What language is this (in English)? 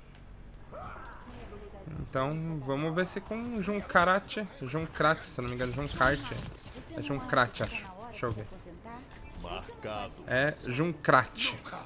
Portuguese